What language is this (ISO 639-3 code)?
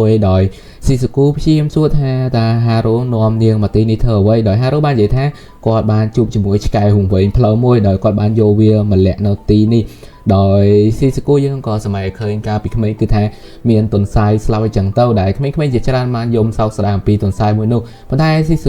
khm